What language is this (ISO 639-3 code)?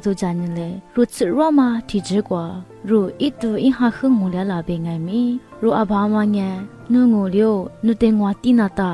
lis